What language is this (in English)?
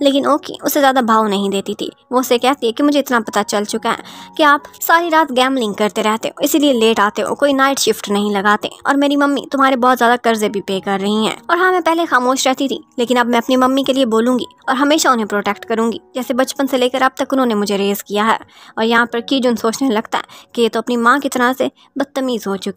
Hindi